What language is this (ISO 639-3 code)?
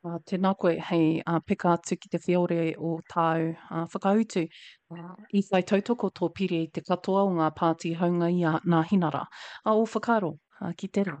mri